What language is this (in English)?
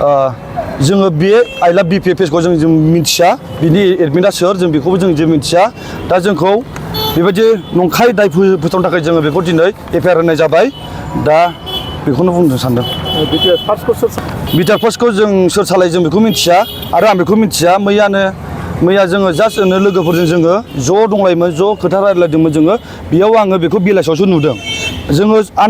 Bodo